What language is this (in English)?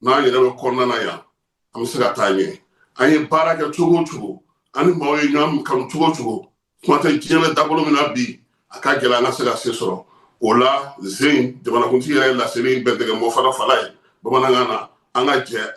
Bambara